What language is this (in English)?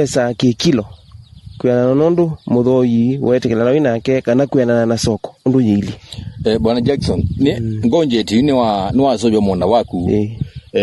Kamba